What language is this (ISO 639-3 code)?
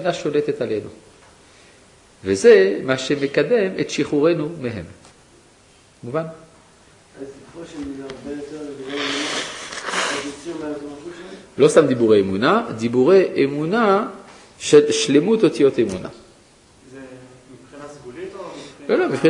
heb